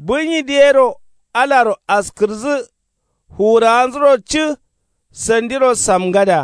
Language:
Kanuri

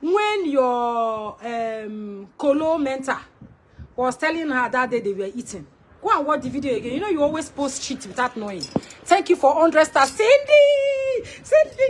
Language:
Nigerian Pidgin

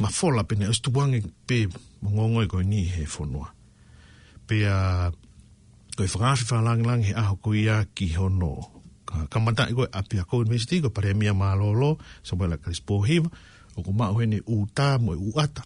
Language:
Tongan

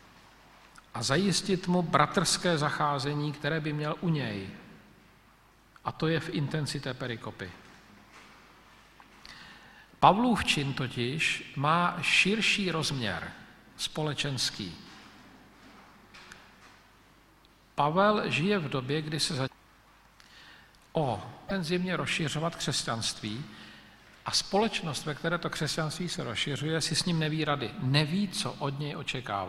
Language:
Czech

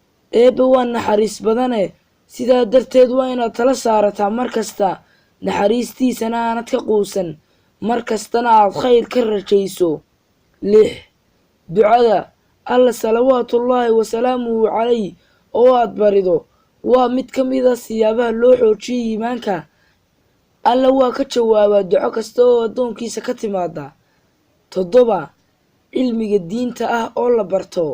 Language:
Somali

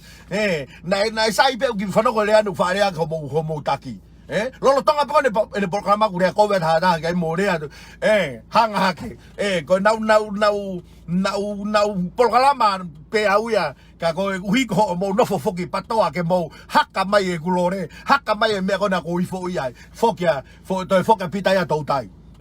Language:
Tongan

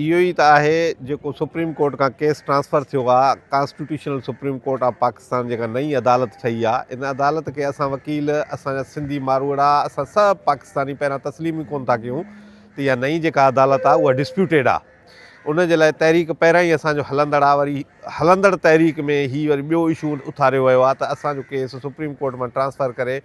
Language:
Sindhi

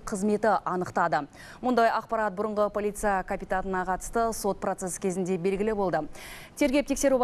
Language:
Kazakh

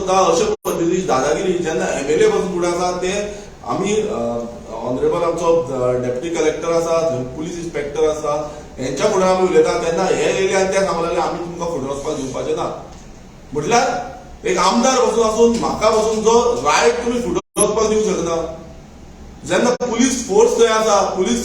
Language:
Konkani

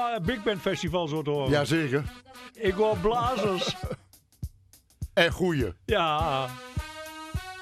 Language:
Dutch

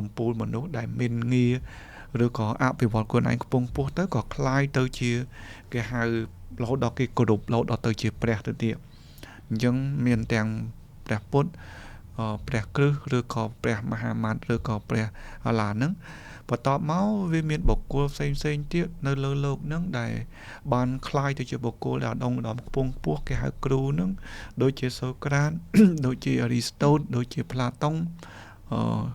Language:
Khmer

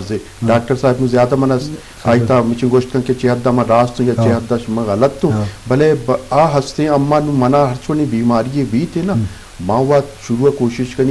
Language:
Eastern Balochi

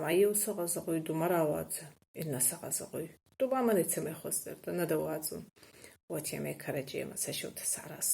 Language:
Ossetic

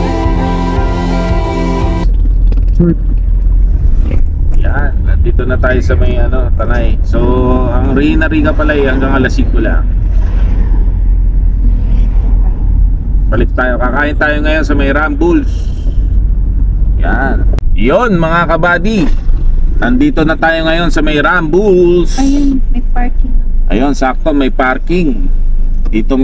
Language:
Filipino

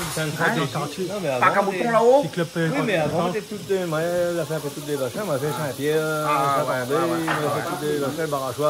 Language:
Réunion Creole French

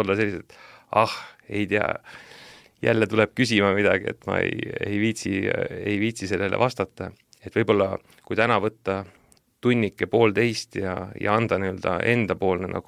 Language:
Estonian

